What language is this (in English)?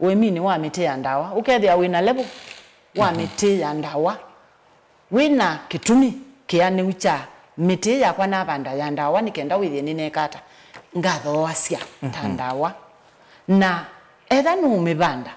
Kamba